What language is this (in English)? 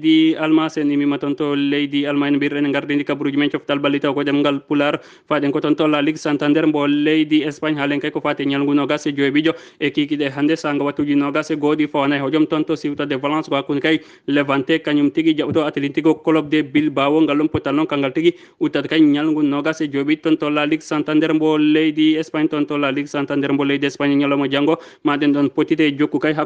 Fula